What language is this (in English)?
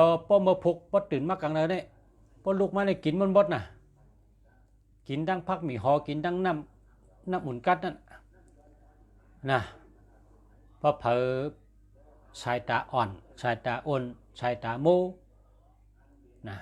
Shan